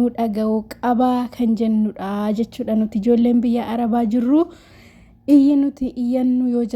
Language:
Oromo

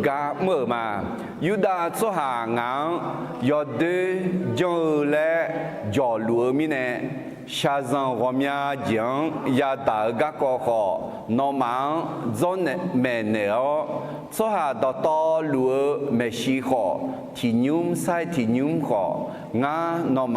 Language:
Akha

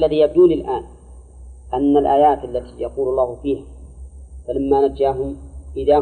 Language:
Arabic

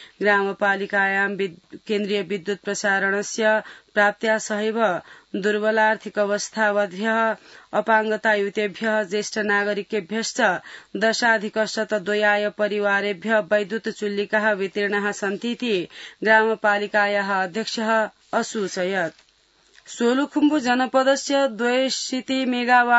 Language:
Sanskrit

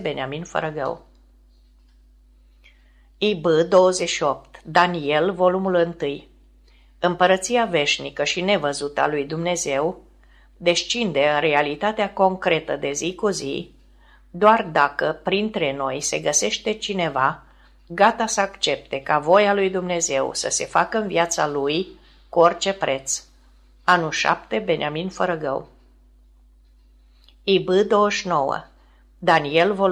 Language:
Romanian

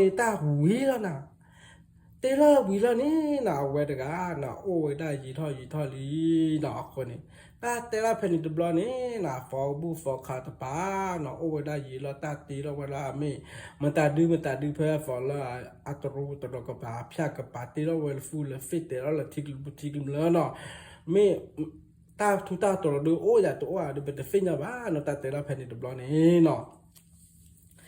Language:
S'gaw Karen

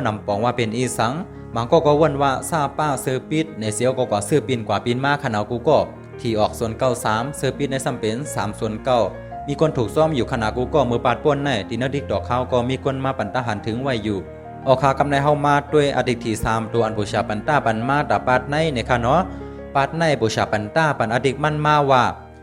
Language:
Shan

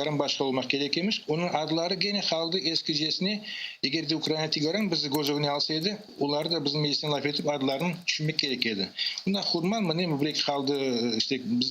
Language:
Crimean Tatar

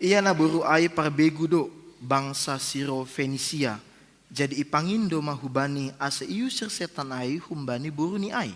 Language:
Batak Simalungun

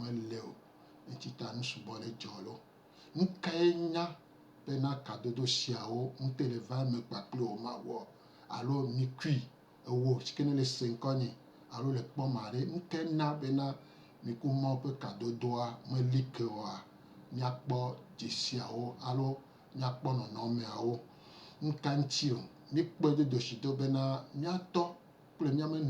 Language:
Gen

